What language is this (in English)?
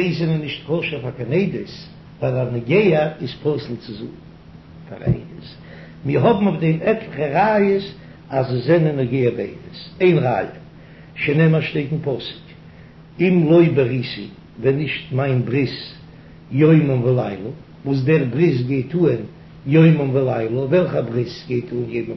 Yiddish